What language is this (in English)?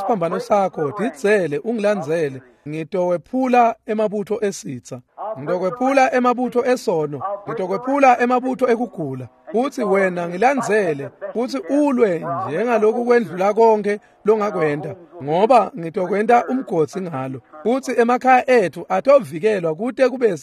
Swati